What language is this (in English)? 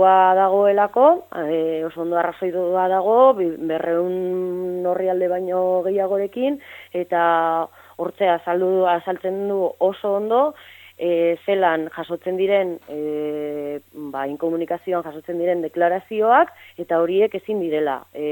Basque